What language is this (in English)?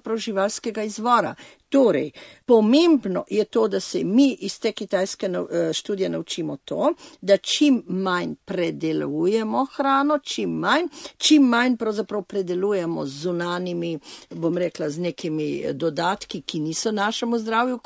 Slovenian